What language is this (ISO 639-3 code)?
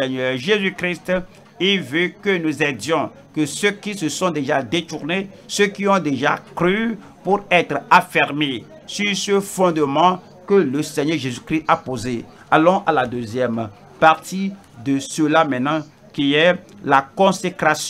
fra